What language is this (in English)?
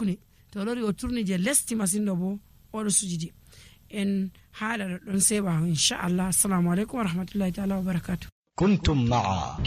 Nigerian Fulfulde